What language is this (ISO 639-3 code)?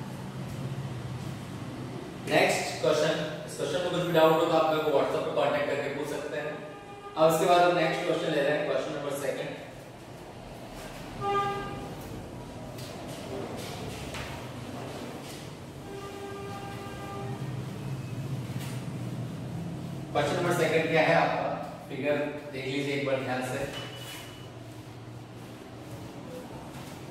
hin